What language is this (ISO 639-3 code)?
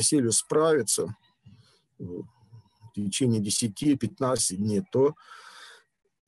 rus